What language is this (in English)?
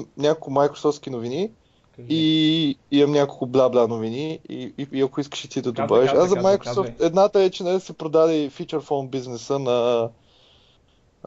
Bulgarian